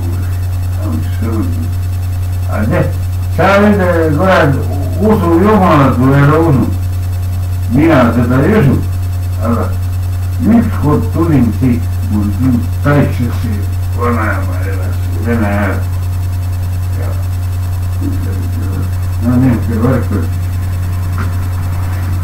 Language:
Estonian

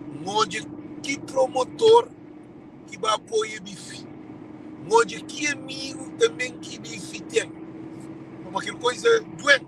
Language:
Kabuverdianu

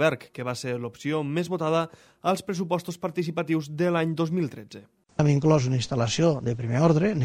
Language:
Catalan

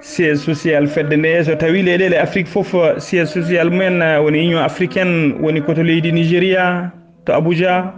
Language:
Fula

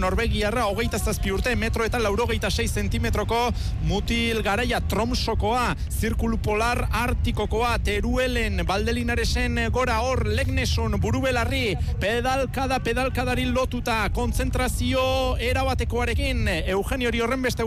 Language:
Basque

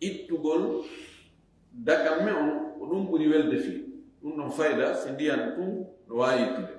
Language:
Fula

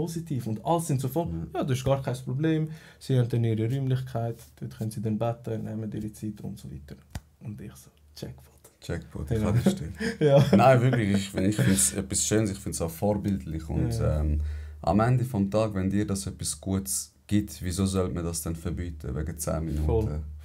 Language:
Swiss German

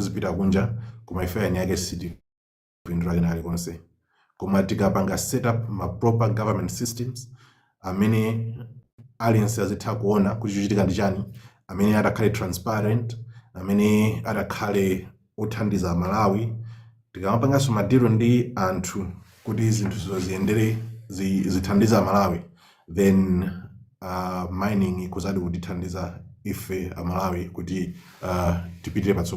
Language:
Nyanja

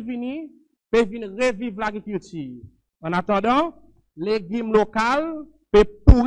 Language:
Seselwa Creole French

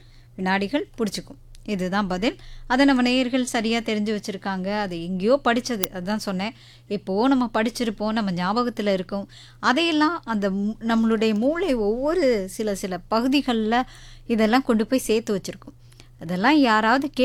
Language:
Tamil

